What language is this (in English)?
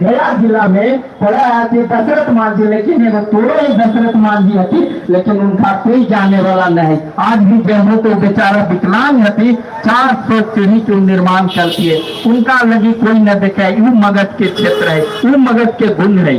Magahi